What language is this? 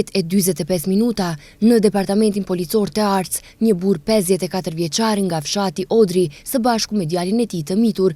Albanian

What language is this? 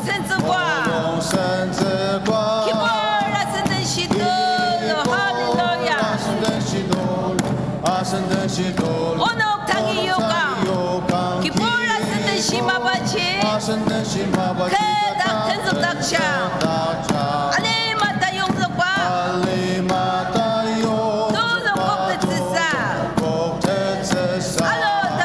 Ao Naga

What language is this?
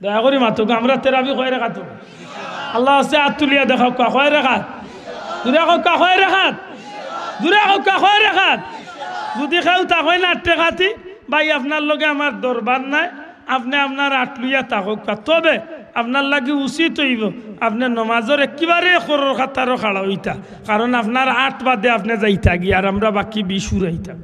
Sylheti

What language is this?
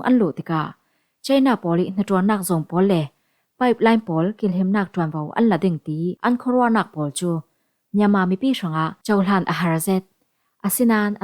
Falam Chin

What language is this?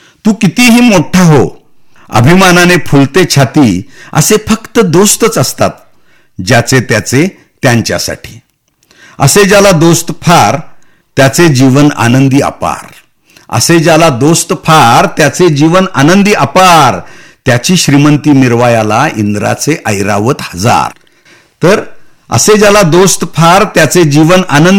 Marathi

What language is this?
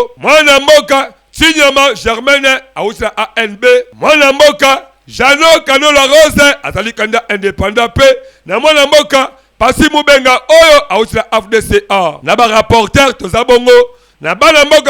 Lingala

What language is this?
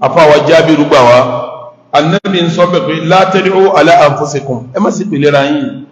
Yoruba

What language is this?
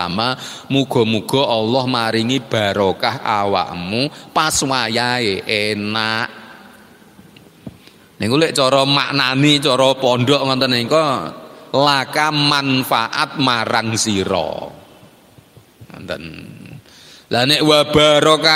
Javanese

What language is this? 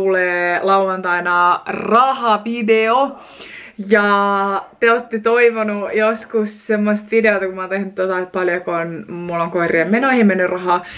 Finnish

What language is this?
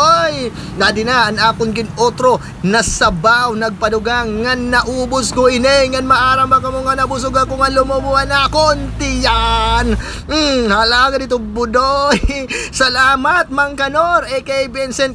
Waray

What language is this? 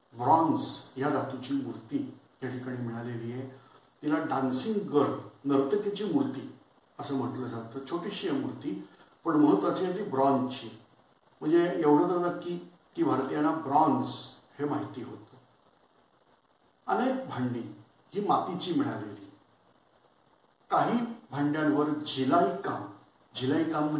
Marathi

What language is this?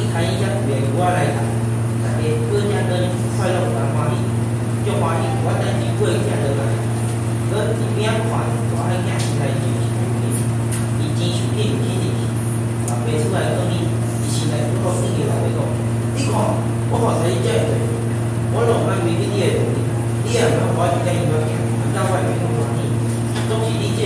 Min Nan Chinese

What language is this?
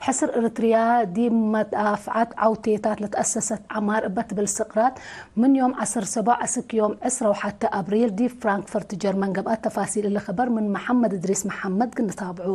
Tigre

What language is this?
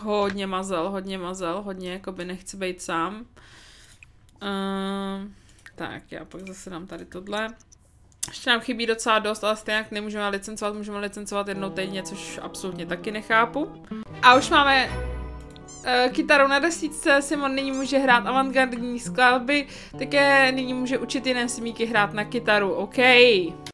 Czech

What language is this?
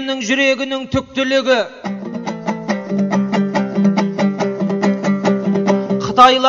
Kazakh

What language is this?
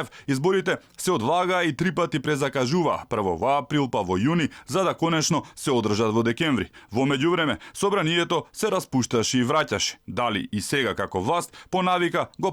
Macedonian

